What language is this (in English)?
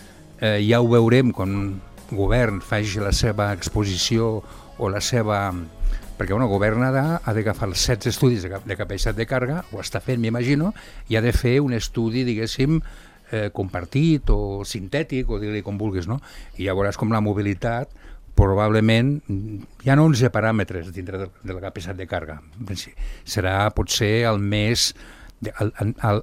Catalan